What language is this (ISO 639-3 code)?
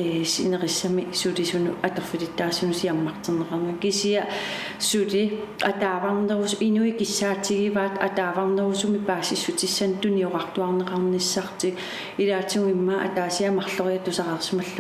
kal